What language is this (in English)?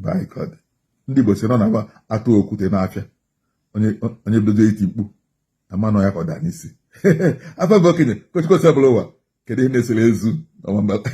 Igbo